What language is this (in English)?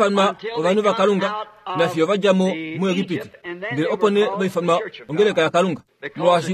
Kuanyama